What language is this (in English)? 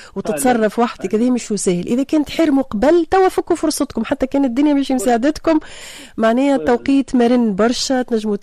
Tunisian Arabic